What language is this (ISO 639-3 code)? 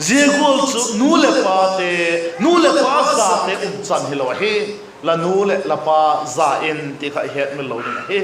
vap